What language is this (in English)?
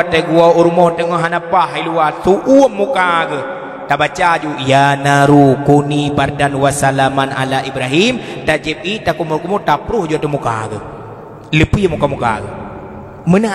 Achinese